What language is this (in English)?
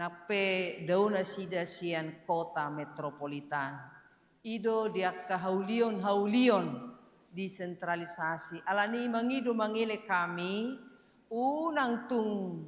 Batak Toba